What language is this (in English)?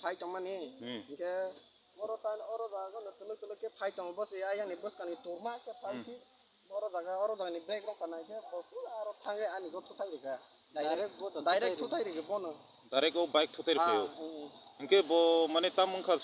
Kok Borok